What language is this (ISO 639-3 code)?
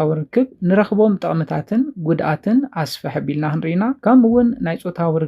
tir